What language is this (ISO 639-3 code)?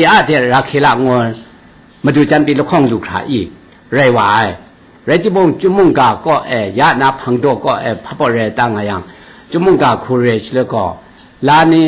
kac